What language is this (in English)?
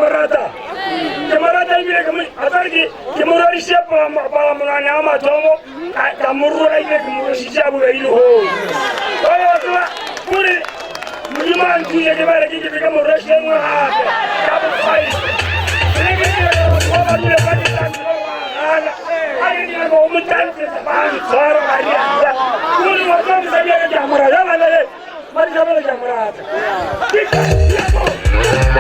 Northern Sotho